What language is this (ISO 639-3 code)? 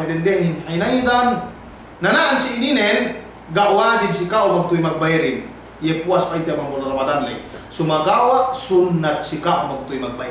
yka